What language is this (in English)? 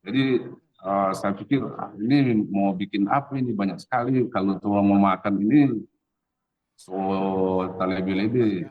Manado Malay